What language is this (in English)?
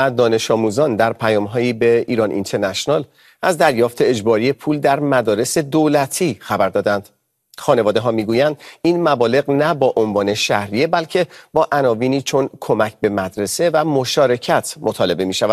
Persian